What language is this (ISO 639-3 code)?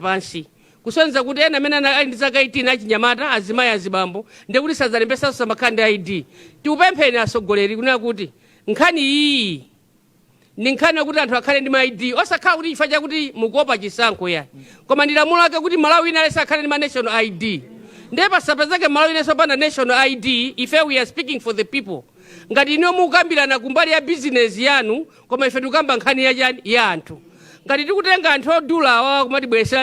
nya